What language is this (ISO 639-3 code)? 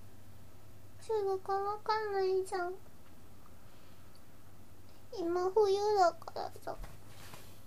jpn